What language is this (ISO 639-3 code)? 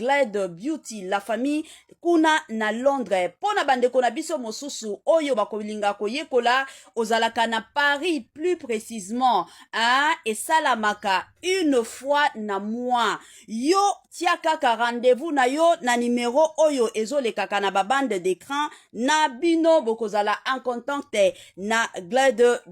lin